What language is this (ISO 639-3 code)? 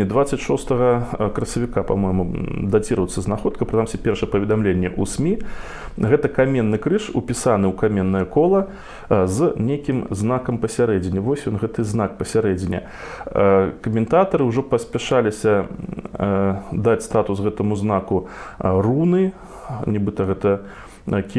bel